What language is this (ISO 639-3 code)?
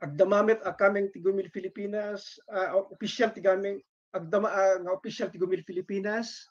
ilo